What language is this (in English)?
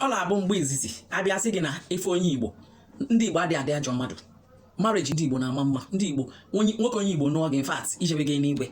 Igbo